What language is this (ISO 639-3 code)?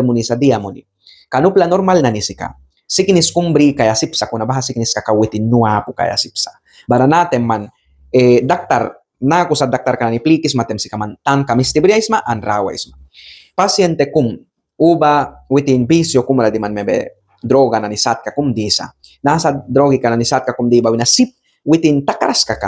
miq